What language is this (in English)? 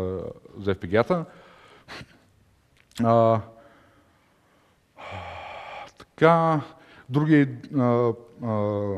Bulgarian